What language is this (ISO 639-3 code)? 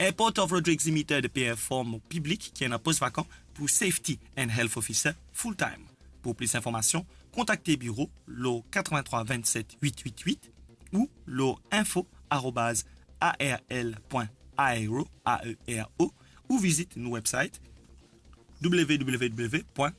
mfe